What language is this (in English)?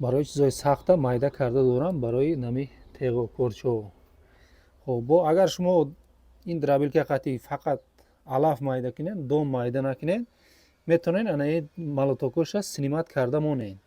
Tajik